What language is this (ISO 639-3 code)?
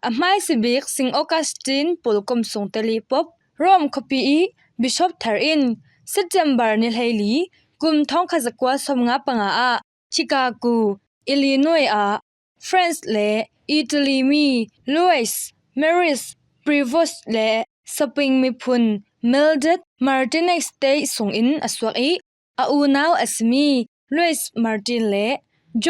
cfm